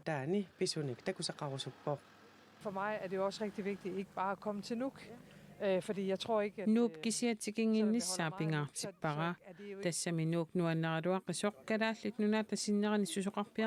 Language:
Kalaallisut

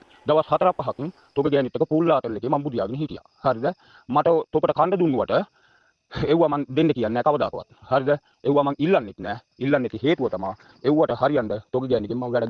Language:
Sinhala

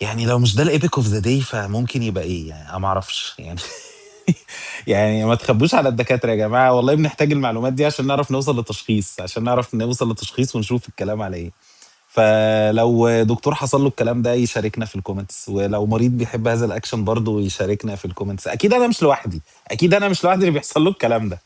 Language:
Egyptian Arabic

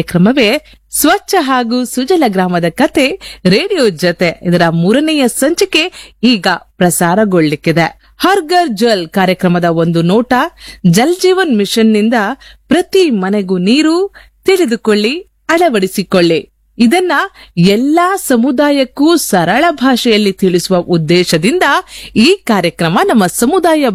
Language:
Kannada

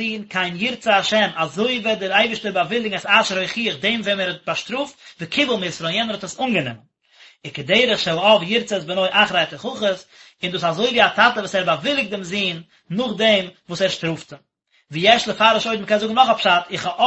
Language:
Yiddish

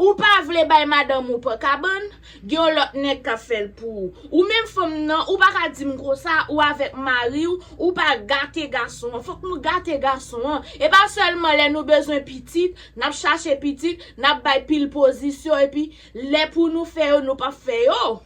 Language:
Haitian Creole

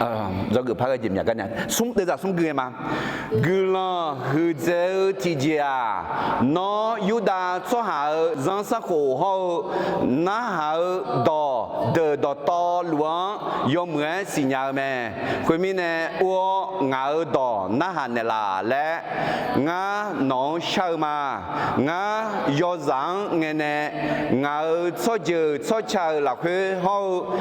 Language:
Akha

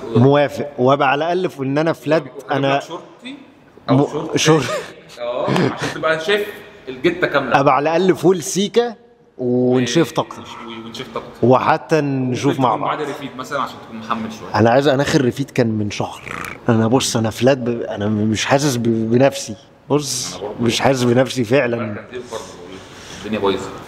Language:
Egyptian Arabic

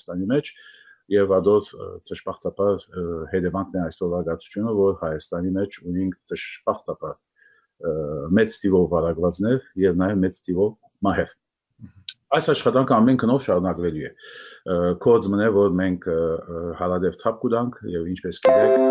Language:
Armenian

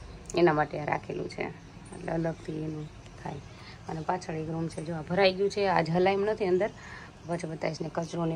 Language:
Gujarati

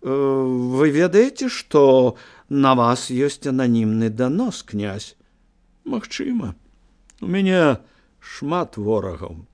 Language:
Belarusian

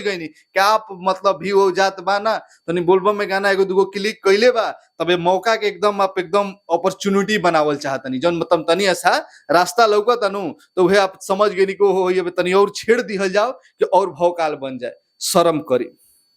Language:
Bhojpuri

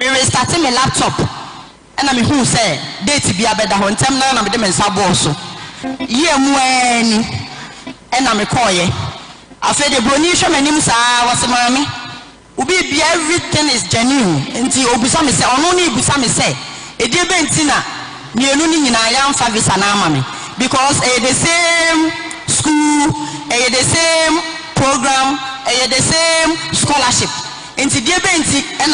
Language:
Akan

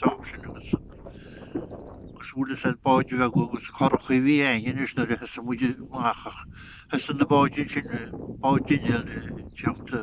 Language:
Irish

